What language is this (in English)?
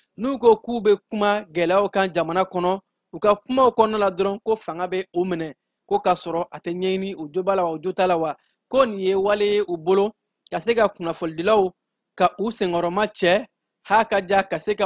Bambara